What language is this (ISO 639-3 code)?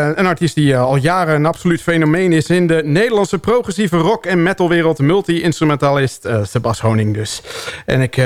nld